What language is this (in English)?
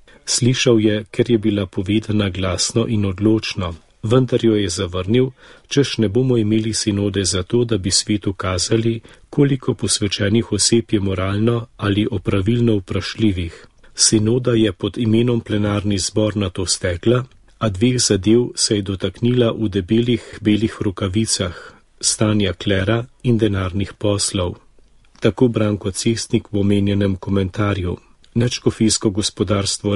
Slovenian